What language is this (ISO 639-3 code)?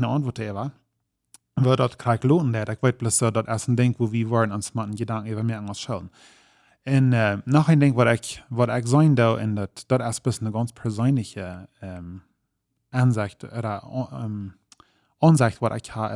pdt